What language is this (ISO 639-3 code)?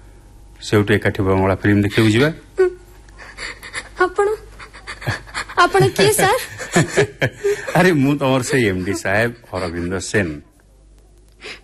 ori